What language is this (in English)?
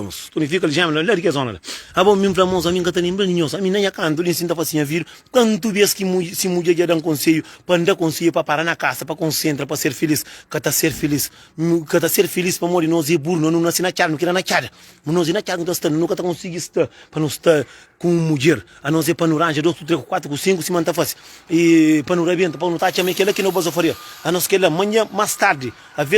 Kabuverdianu